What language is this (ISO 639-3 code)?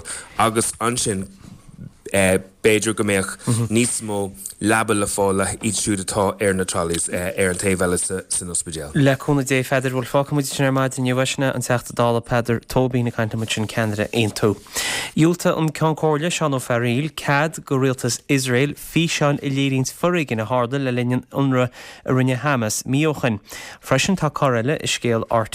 gle